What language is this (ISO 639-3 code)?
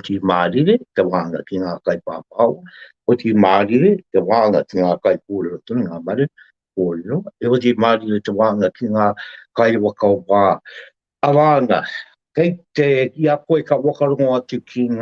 mri